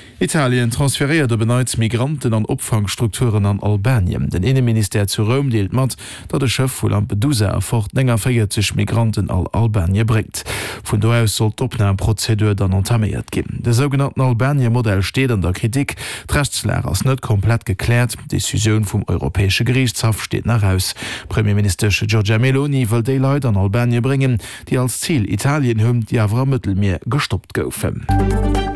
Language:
Luxembourgish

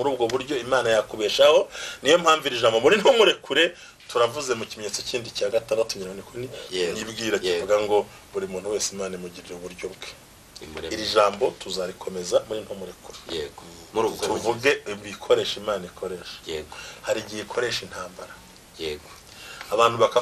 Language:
Kinyarwanda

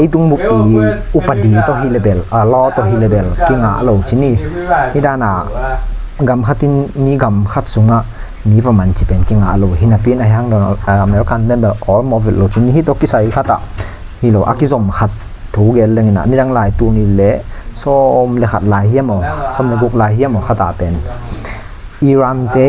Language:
Tedim Chin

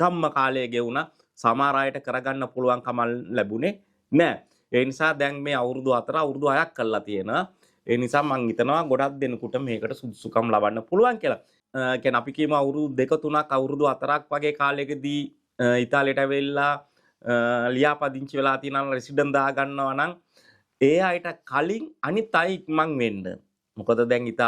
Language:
Sinhala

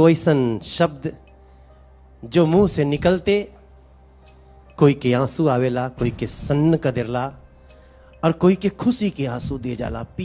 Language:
Bhojpuri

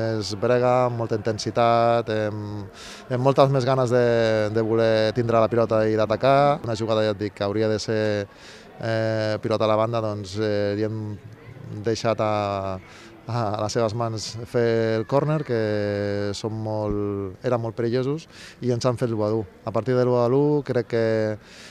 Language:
Catalan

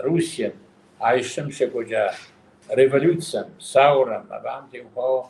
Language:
Kabardian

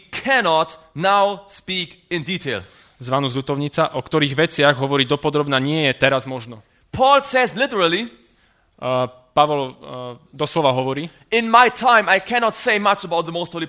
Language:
Slovak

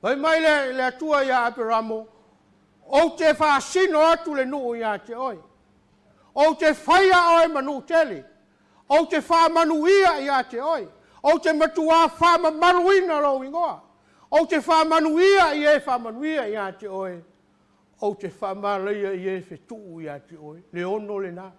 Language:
Samoan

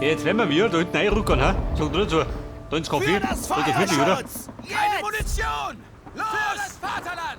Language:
Bavarian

